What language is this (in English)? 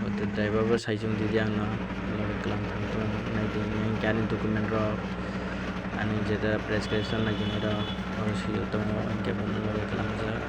Kok Borok